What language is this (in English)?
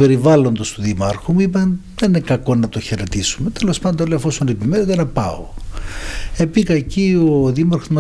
Greek